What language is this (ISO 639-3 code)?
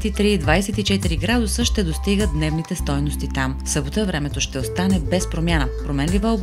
bul